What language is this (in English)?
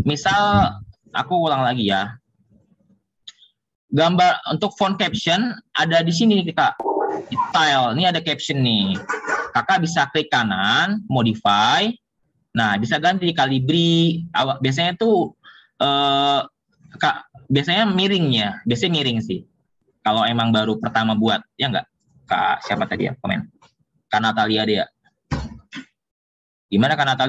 Indonesian